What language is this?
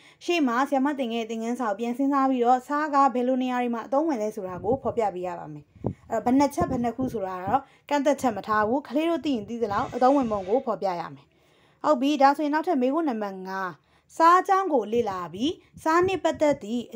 Burmese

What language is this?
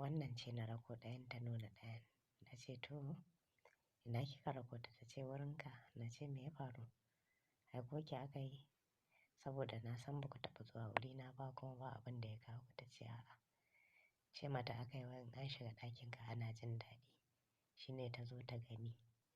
Hausa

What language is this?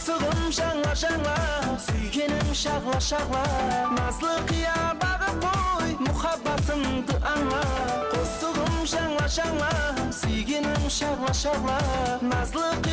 Kara-Kalpak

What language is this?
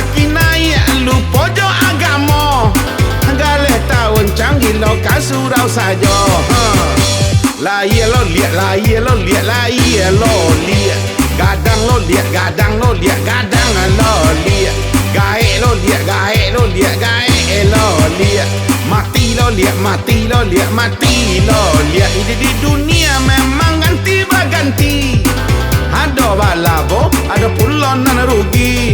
Minangkabau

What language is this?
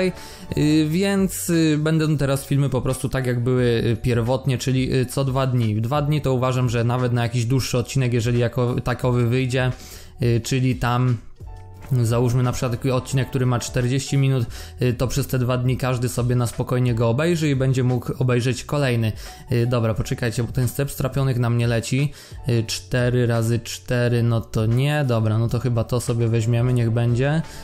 Polish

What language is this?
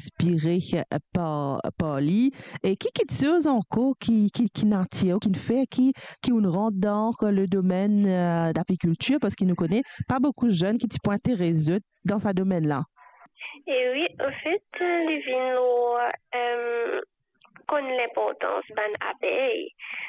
Morisyen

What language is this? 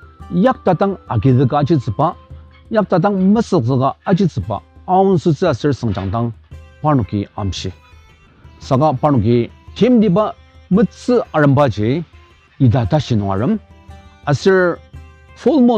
Ao Naga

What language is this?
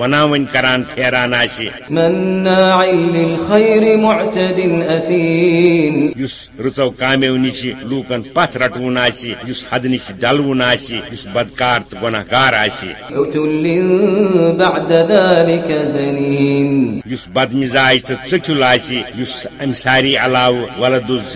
Kashmiri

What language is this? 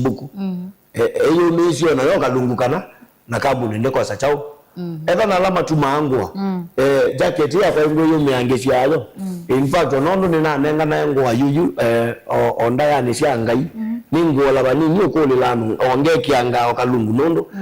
Kamba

